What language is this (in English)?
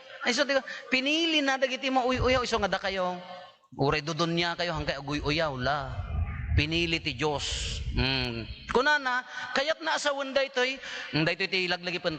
Iloko